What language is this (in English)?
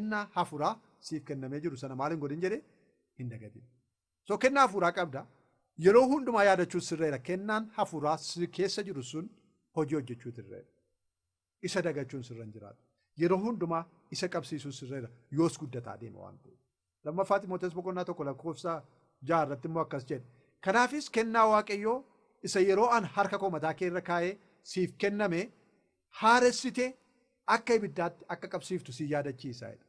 Oromo